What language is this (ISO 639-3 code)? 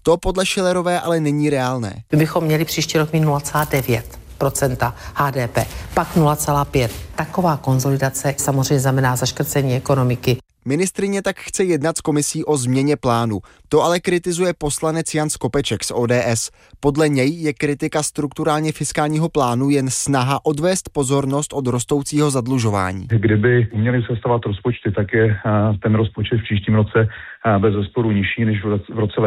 ces